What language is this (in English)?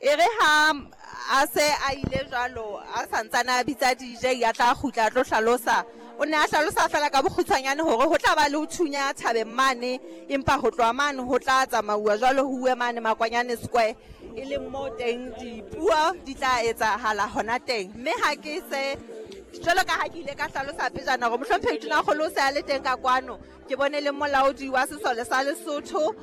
Southern Sotho